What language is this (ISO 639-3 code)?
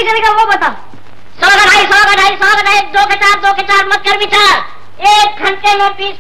hin